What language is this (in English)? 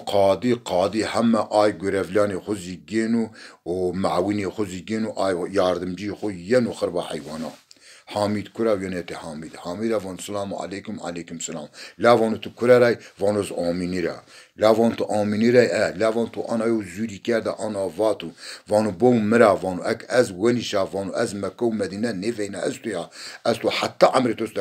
Zaza